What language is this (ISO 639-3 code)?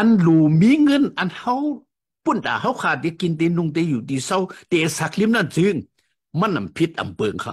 shn